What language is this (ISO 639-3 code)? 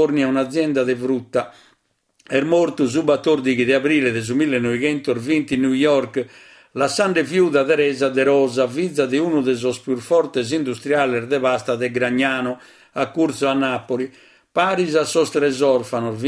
srd